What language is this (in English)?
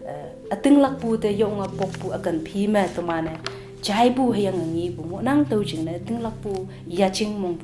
Konyak Naga